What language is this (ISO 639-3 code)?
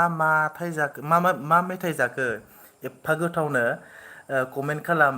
brx